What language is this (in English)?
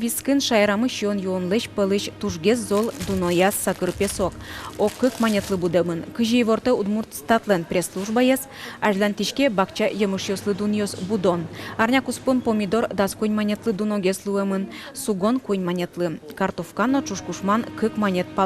Udmurt